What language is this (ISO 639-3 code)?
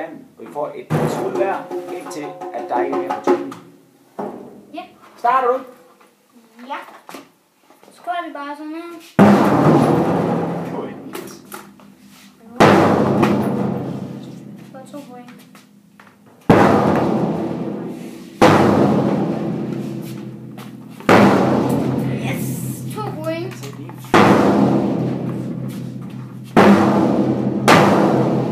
dan